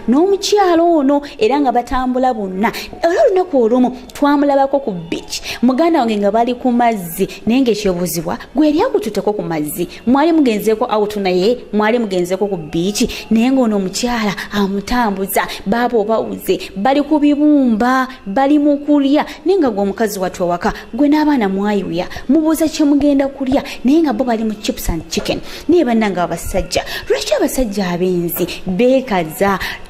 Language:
Ganda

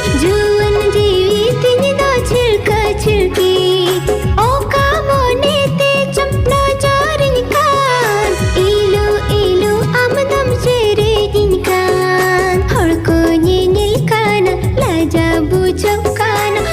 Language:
Santali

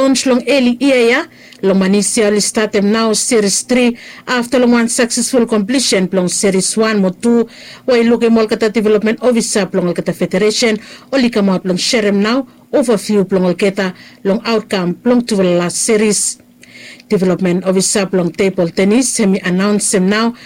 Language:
Bislama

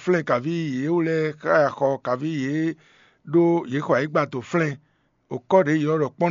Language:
Fon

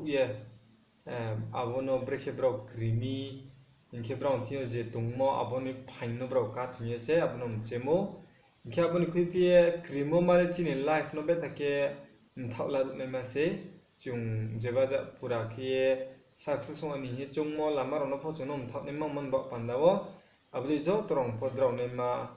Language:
Riang (India)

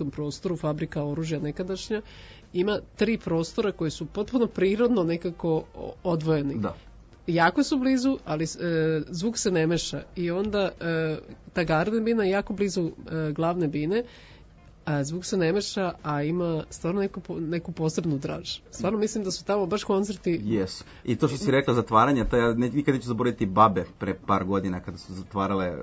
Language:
Serbian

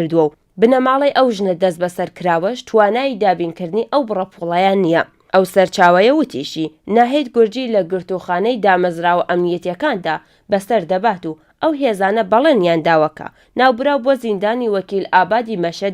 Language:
Central Kurdish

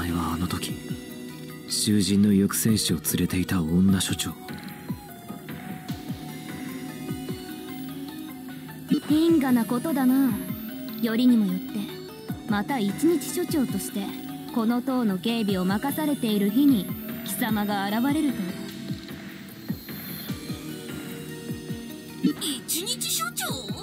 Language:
Japanese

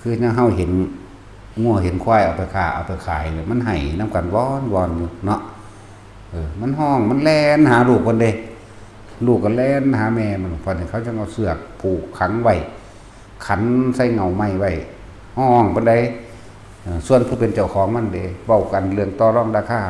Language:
Northeastern Thai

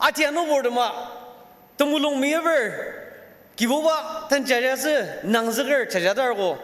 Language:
Ao Naga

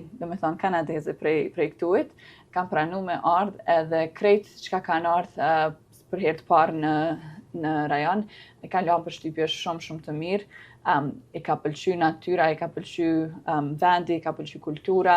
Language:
Albanian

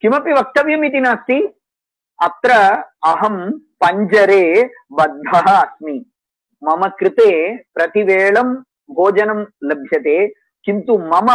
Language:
Sanskrit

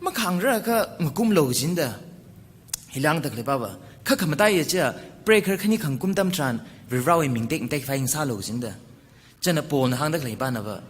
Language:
Tangkhul Naga (India)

